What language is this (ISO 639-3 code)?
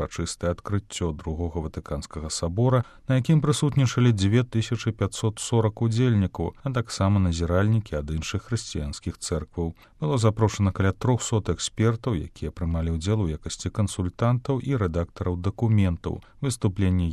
bel